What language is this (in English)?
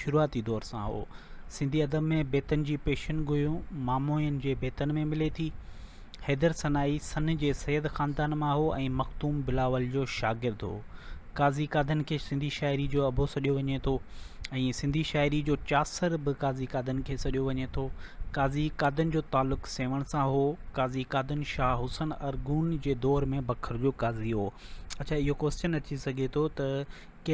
Sindhi